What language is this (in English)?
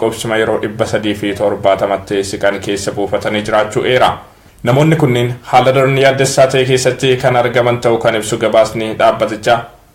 Oromo